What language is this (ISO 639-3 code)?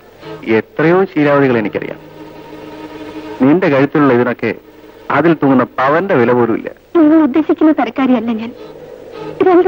mal